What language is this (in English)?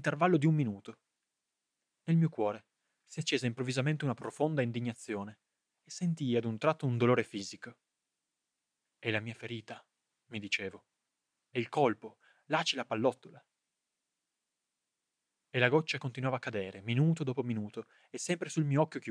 Italian